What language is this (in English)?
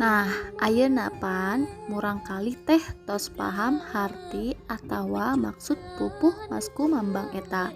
Sundanese